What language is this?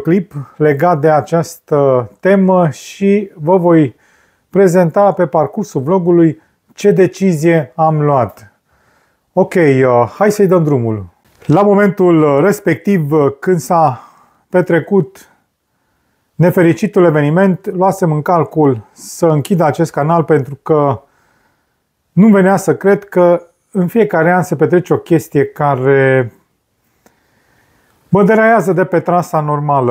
Romanian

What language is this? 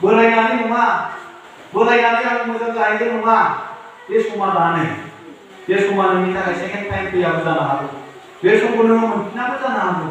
Bodo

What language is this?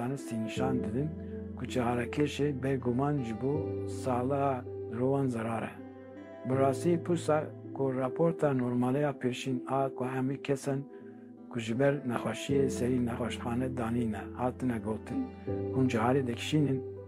Kurdish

